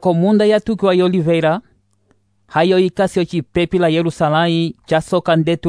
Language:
Umbundu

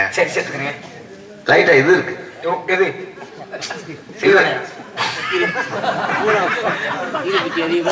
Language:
Tamil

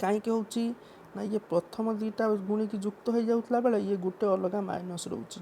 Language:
Odia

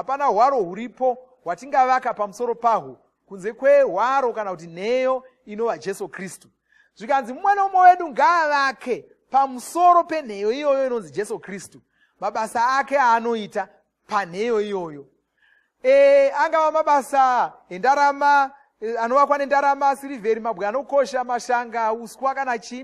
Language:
Shona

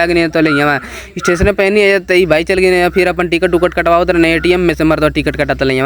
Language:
Bhojpuri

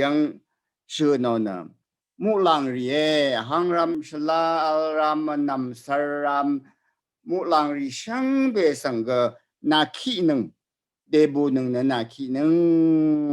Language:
Rawang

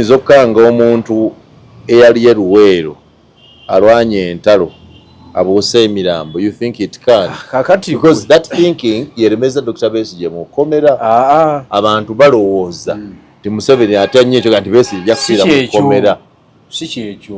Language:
Ganda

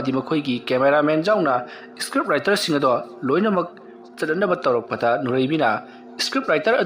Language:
Manipuri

